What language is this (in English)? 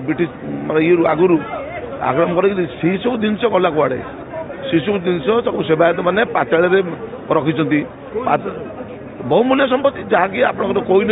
Odia